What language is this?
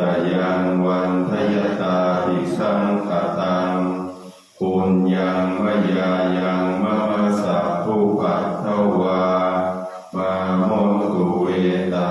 Pali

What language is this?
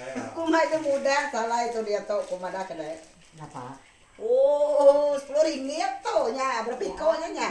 Iban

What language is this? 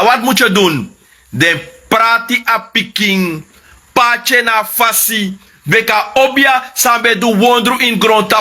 Sranan Tongo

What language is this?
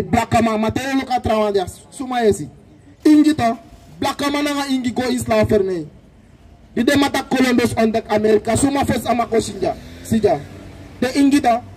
Sranan Tongo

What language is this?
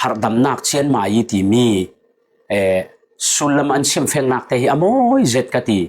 Falam Chin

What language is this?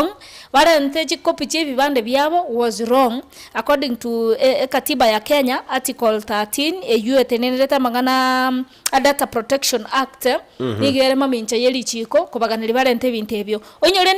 Gusii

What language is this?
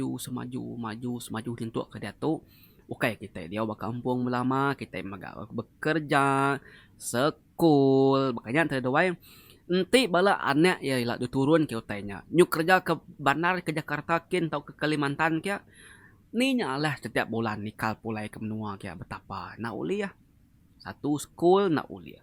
Iban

